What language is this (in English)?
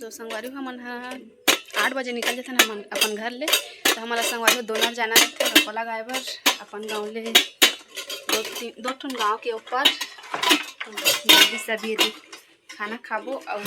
Chhattisgarhi